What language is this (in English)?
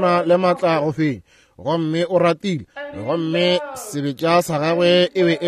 Northern Sotho